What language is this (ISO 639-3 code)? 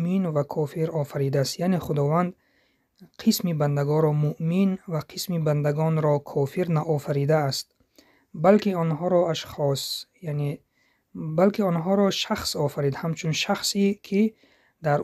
tgk